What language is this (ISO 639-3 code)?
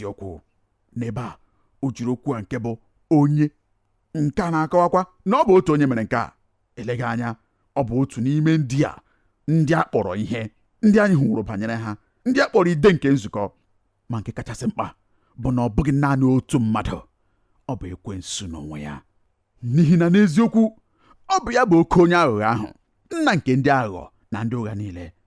ibo